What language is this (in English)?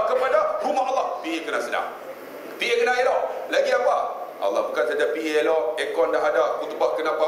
Malay